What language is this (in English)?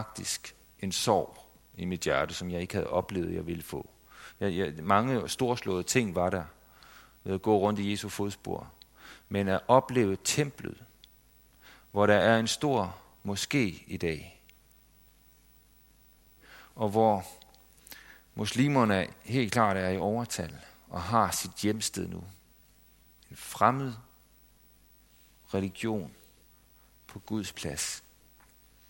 Danish